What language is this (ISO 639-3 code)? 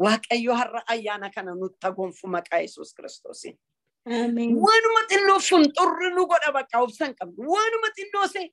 orm